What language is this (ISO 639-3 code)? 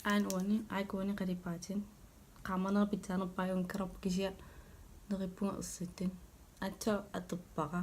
kal